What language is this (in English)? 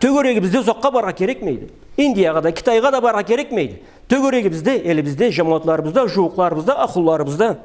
Karachay-Balkar